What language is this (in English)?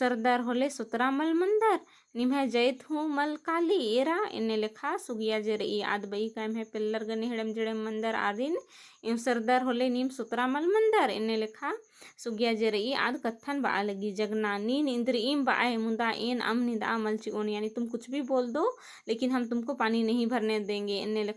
Kurukh